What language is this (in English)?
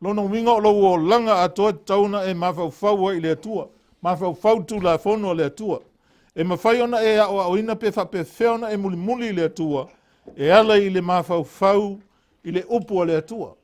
Samoan